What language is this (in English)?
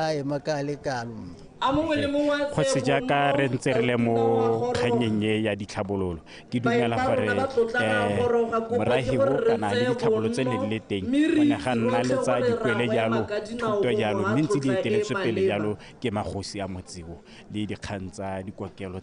Tswana